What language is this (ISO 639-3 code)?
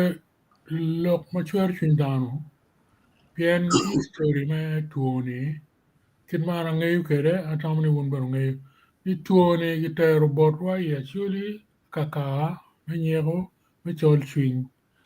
ach